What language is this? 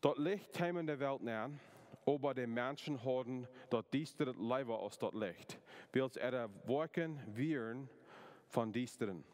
Plautdietsch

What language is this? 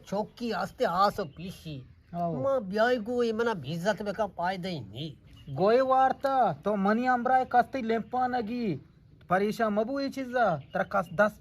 Eastern Balochi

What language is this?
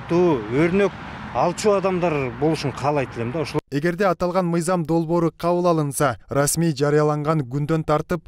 Kyrgyz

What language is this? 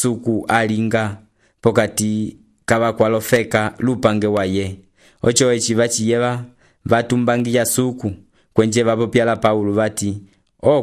Umbundu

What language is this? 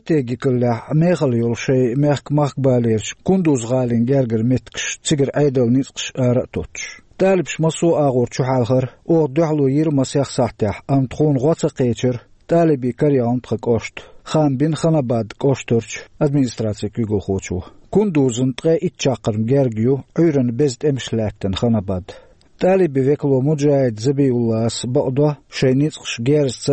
Chechen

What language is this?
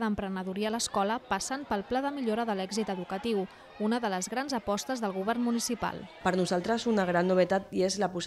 Catalan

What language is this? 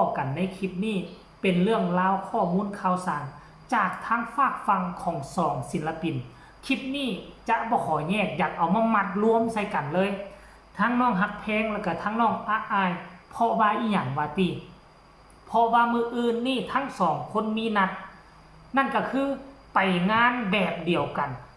Northeastern Thai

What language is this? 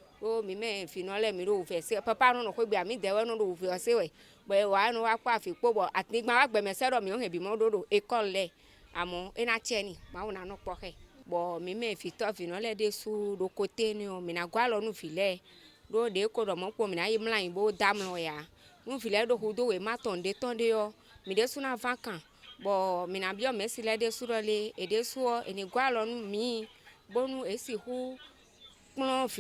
Fon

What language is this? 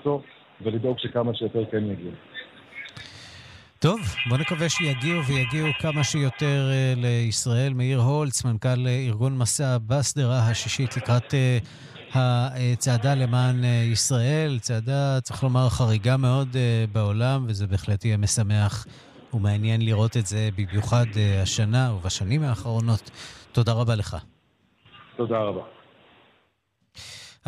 Hebrew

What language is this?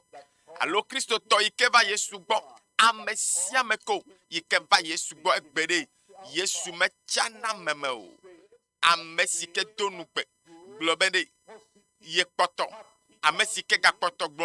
Ewe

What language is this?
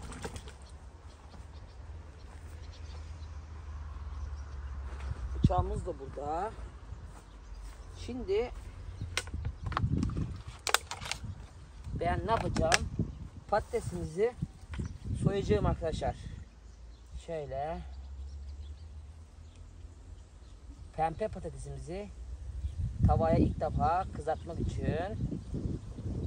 Turkish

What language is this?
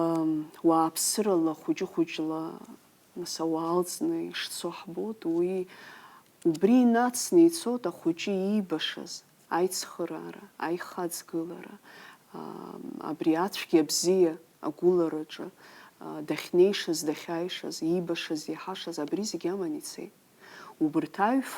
Abkhazian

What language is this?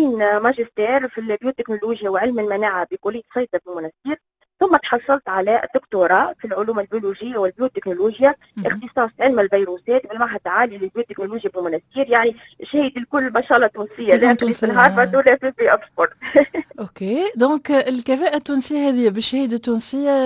Tunisian Arabic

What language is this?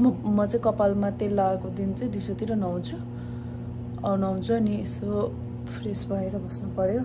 Nepali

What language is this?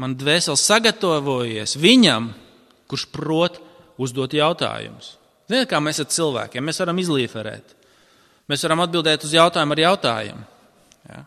Latvian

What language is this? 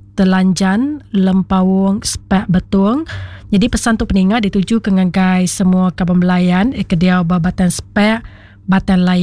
Iban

